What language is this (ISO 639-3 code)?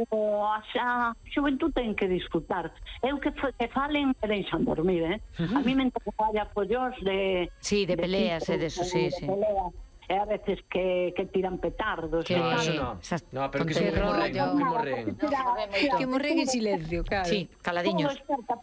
glg